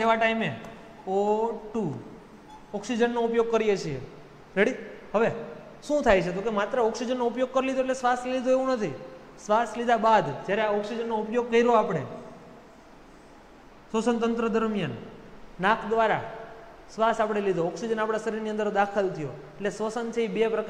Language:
Gujarati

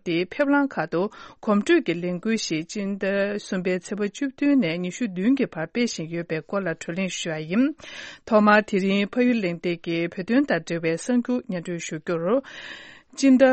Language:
Tibetan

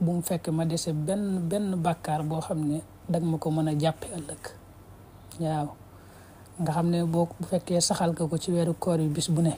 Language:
Wolof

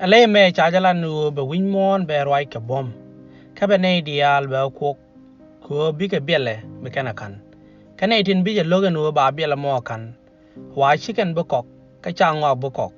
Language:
Nuer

